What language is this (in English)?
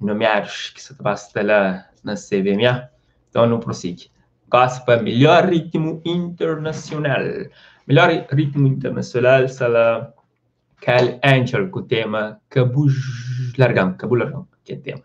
Kabuverdianu